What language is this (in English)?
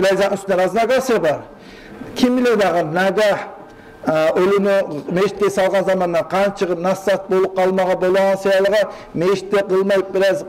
Kumyk